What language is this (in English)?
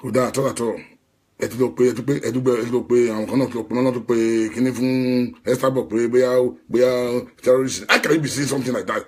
Yoruba